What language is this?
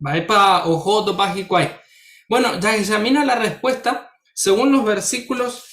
Guarani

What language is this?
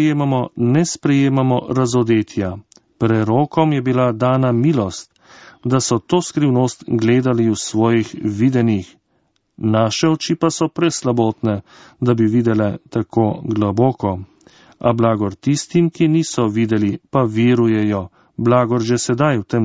Slovenian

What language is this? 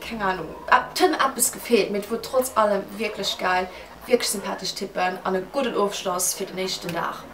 Luxembourgish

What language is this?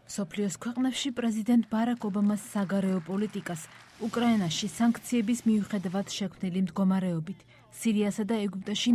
Georgian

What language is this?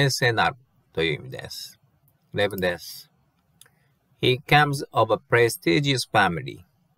Japanese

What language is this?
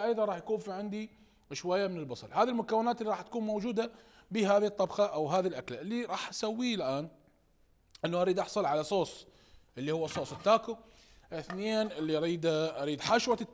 Mesopotamian Arabic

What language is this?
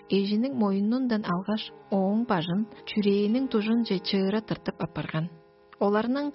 Tuvinian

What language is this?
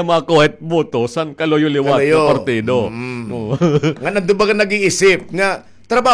Waray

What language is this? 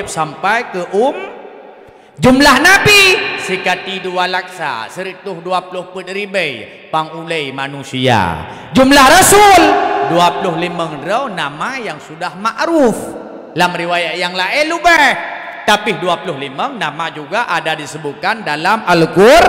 Achinese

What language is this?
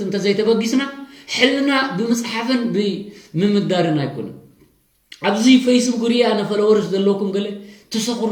Tigrinya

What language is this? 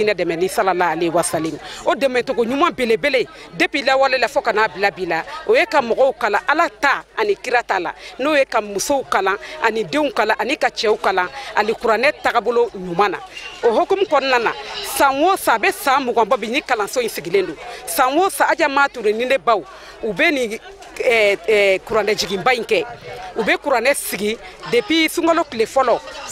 Bambara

